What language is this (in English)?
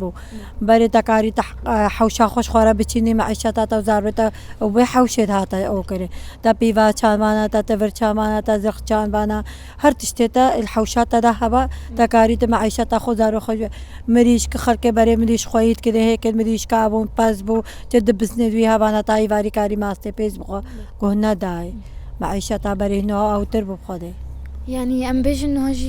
Kurdish